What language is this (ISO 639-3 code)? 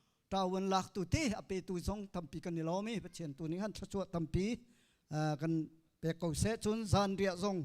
cnh